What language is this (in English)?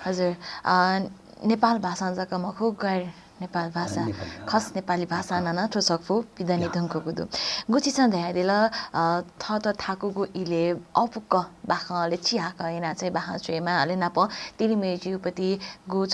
Newari